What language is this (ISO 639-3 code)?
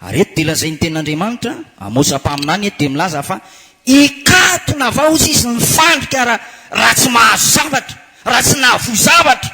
mlg